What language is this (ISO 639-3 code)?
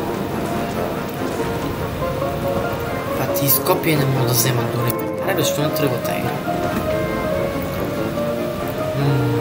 bul